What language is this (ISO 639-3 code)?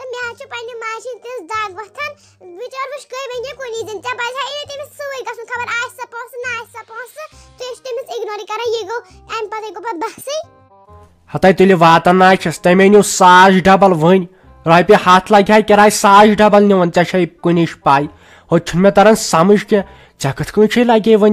kas